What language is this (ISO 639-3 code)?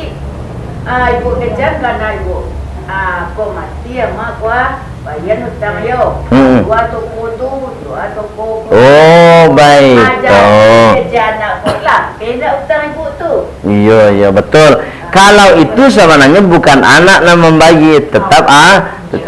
min